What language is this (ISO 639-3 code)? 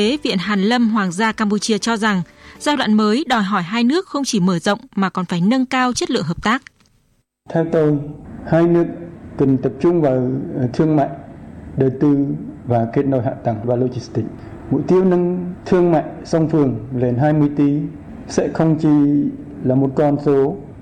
vie